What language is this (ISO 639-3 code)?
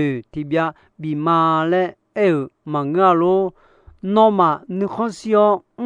ahk